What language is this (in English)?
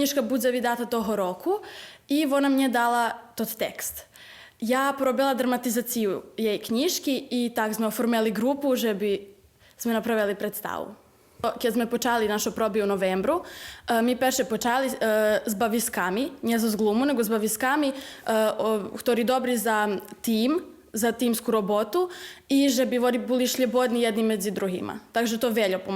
Rusyn